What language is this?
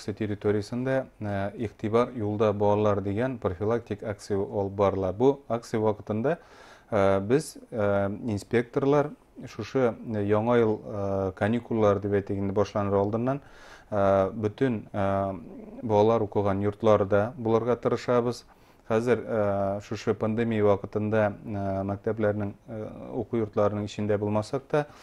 Bashkir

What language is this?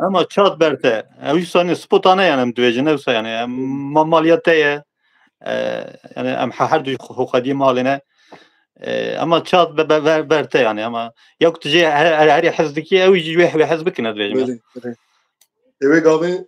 Kurdish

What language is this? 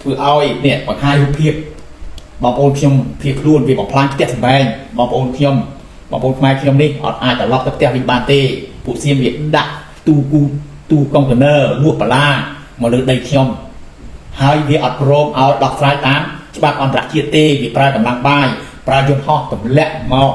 Khmer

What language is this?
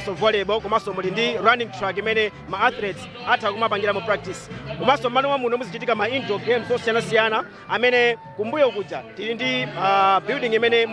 Nyanja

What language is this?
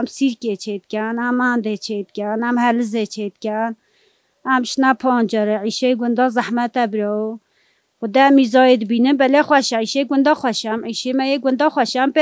Kurdish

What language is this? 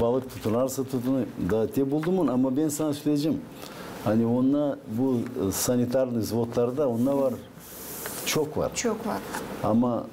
Gagauz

